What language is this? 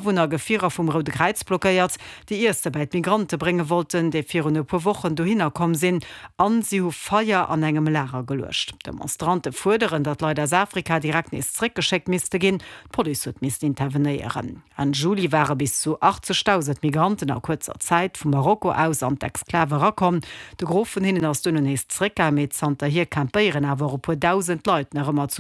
Luxembourgish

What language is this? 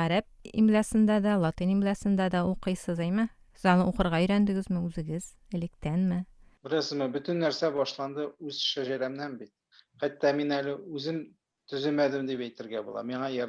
Tatar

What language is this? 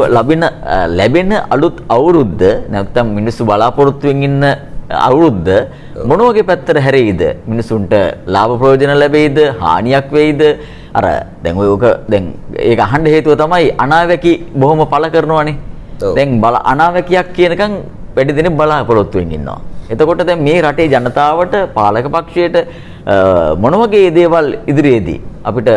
Sinhala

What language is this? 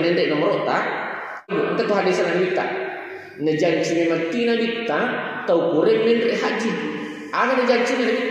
Buginese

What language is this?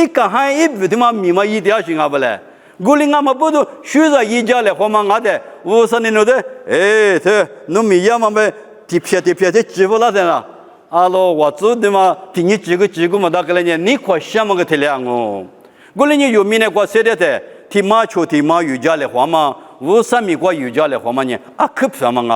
Lisu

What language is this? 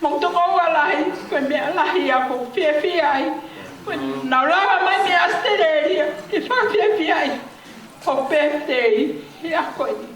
Tongan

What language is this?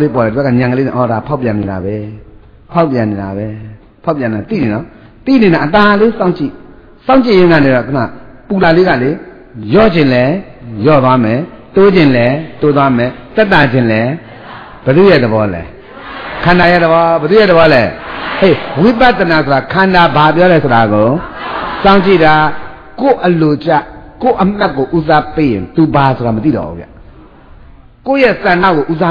Burmese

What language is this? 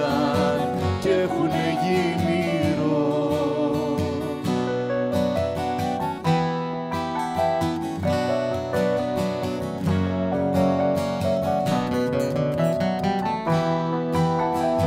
Greek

